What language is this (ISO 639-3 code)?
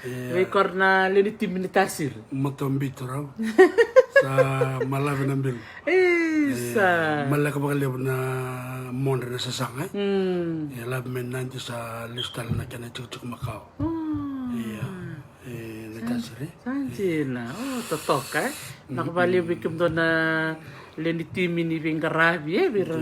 fij